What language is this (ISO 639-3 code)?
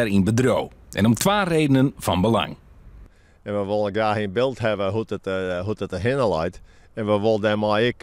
fry